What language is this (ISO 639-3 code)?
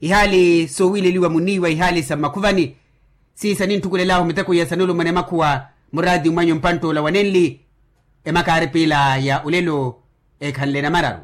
vmw